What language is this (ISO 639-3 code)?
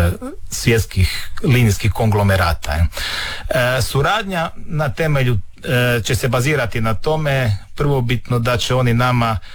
hrv